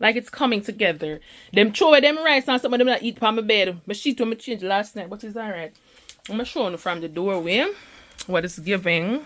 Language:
Jamaican Creole English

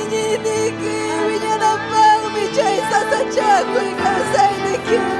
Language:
Ayacucho Quechua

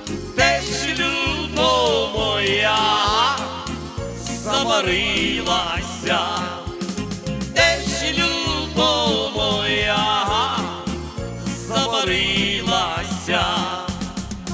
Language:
Ukrainian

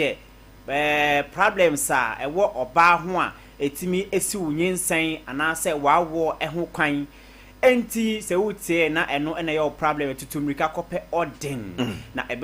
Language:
Akan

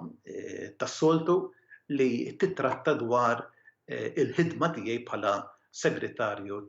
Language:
Maltese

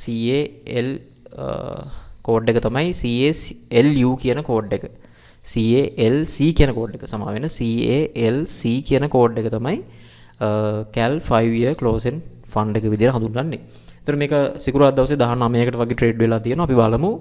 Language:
Sinhala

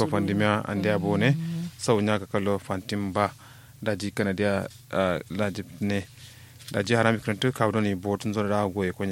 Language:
Kanuri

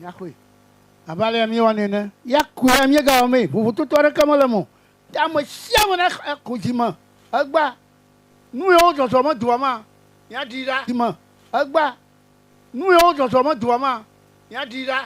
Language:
Ewe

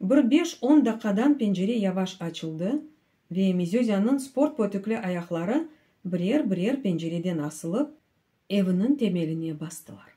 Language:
Crimean Tatar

